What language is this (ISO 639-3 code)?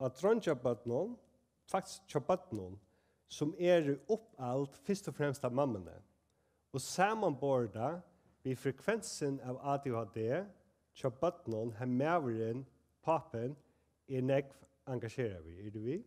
fao